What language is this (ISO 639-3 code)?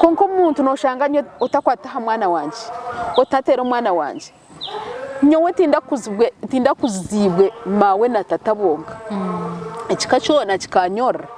nyn